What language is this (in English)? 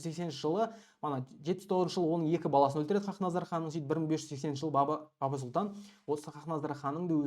Kazakh